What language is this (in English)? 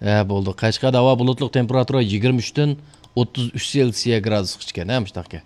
Uyghur